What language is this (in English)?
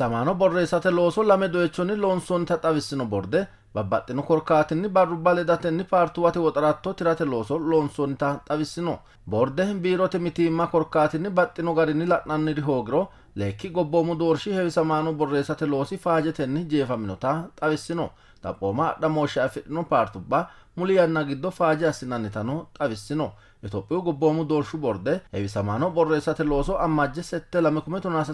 Sidamo